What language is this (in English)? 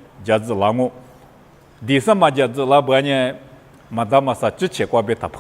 Lisu